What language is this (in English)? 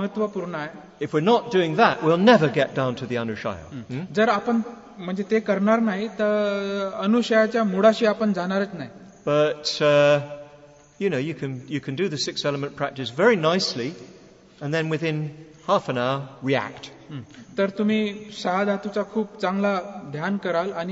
Marathi